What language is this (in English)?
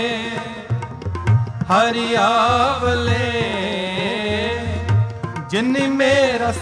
Punjabi